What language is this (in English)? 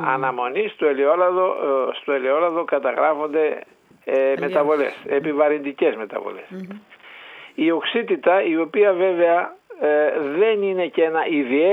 Greek